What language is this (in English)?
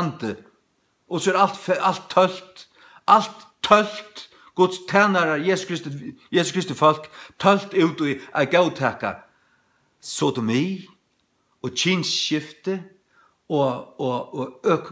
Faroese